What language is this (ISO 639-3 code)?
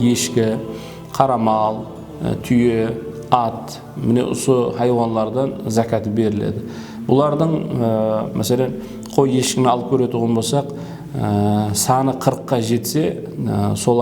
kaa